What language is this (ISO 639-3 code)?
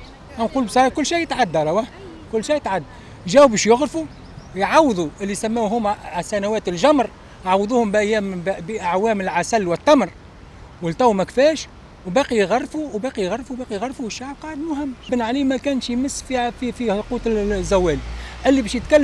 aeb